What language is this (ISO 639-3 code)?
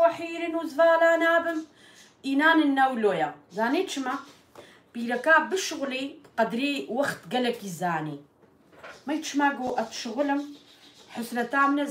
kur